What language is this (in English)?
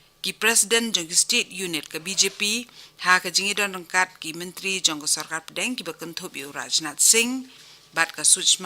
Khasi